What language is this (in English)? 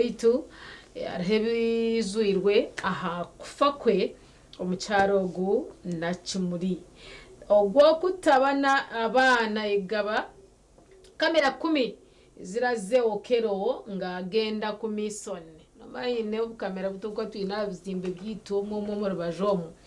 Nyankole